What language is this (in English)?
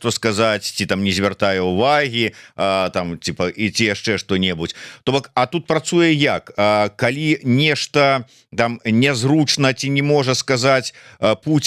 Belarusian